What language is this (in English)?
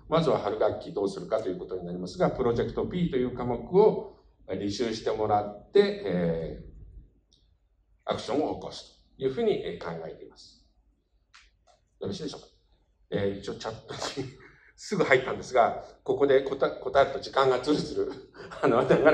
Japanese